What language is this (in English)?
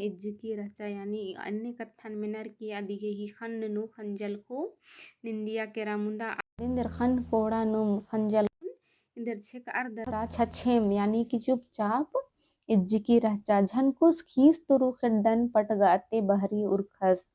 Kurukh